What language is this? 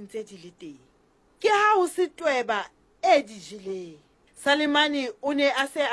Southern Sotho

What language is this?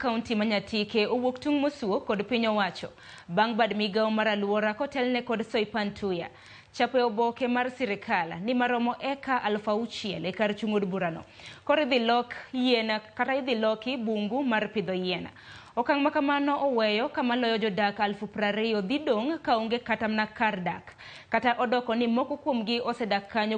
Luo (Kenya and Tanzania)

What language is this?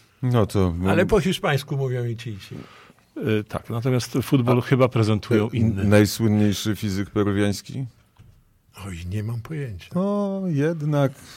Polish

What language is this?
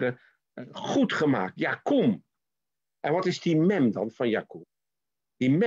Dutch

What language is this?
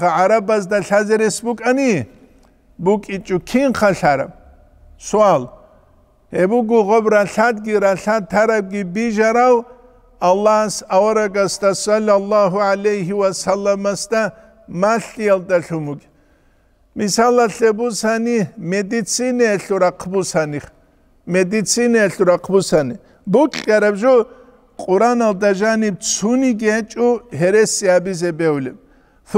Avaric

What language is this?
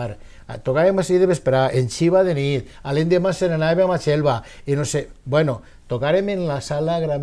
Catalan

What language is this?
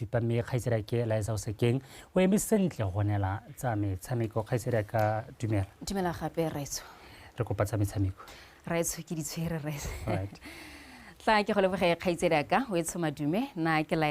Tswana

